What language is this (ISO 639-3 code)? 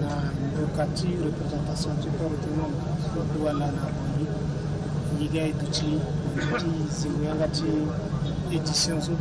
sag